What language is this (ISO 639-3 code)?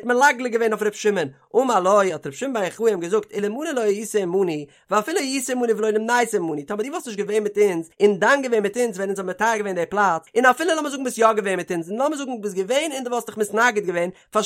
yid